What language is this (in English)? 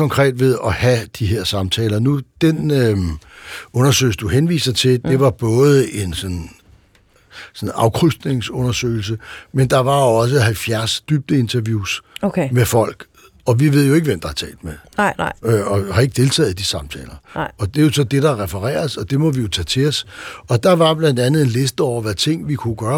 Danish